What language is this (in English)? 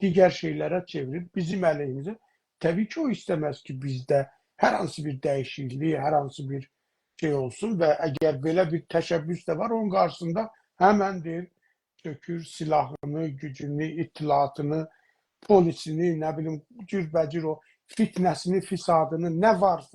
South Azerbaijani